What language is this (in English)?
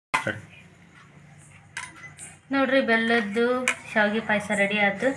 Kannada